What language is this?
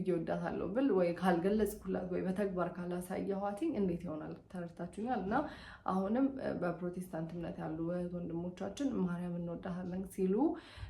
Amharic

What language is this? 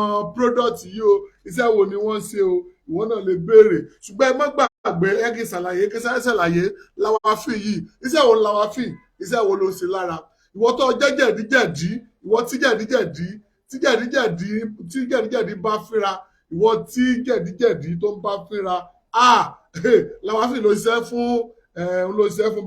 Yoruba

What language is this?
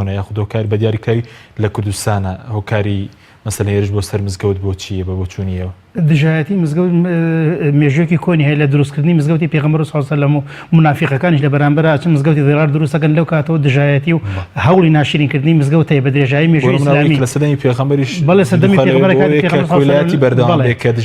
Central Kurdish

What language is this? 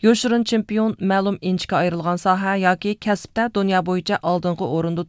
Uyghur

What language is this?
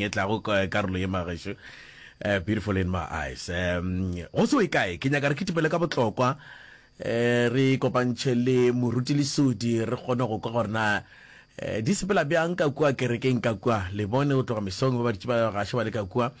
Northern Sotho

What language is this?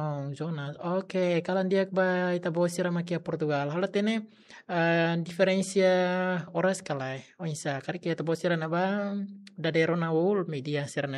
Tetum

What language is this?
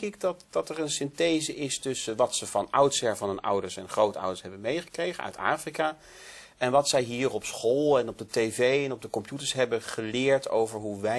Dutch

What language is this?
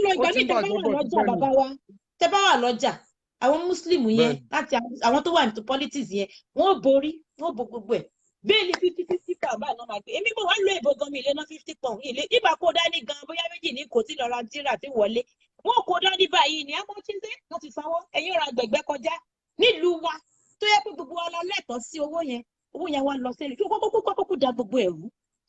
Yoruba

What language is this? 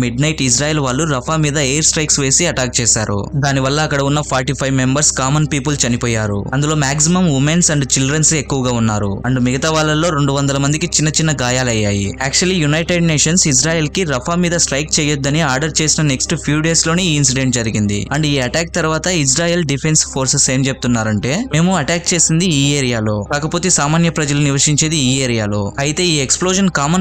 Telugu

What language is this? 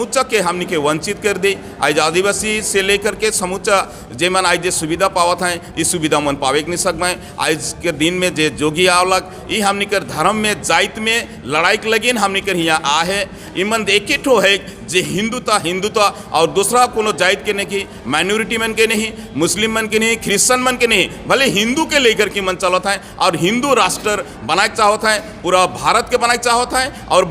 Sadri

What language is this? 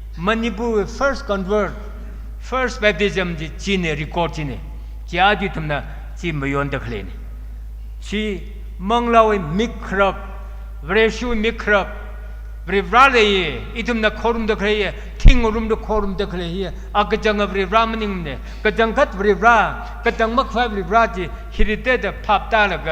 Tangkhul Naga (India)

